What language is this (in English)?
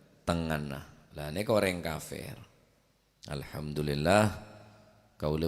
Madurese